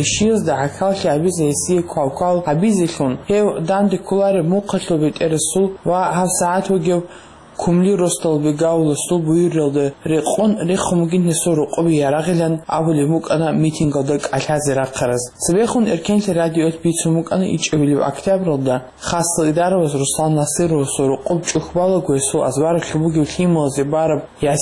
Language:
Avaric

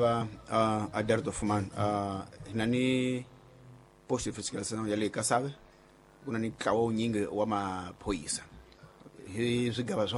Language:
Tsonga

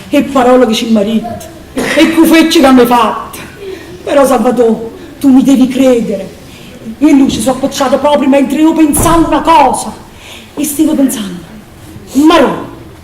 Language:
Neapolitan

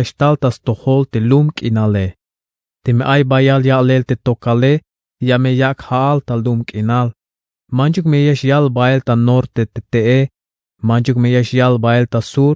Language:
Tzeltal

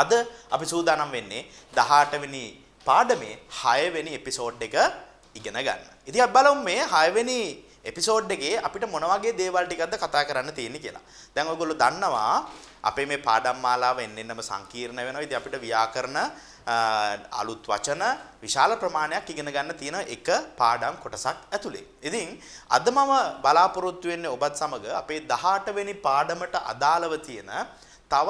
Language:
Sinhala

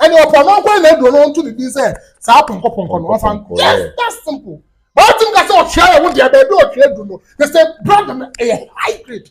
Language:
Akan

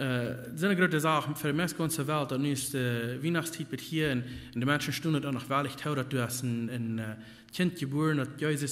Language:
Plautdietsch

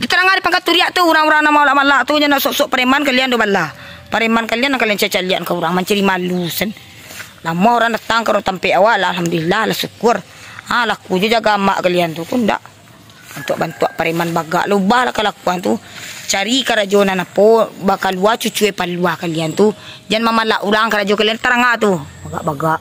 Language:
Minangkabau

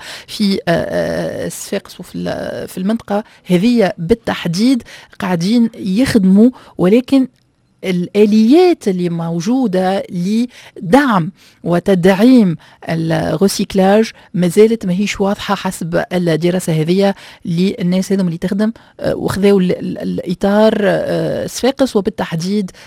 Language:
Tunisian Arabic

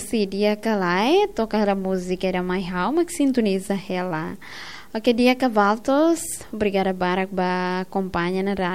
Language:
Tetum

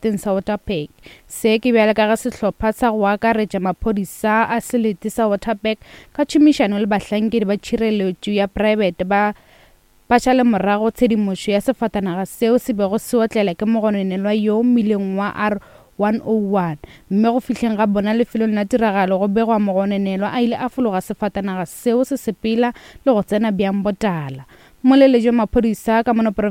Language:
Northern Sotho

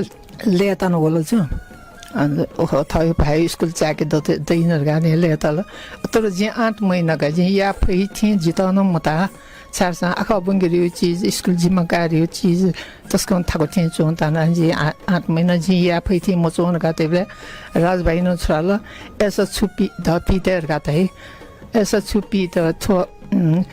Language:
Newari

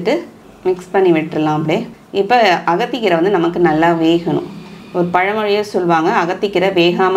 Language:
Tamil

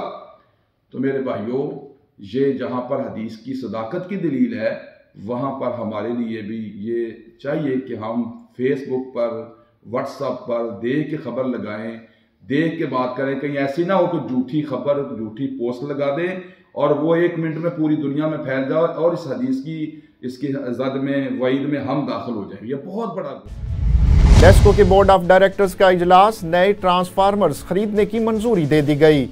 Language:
Urdu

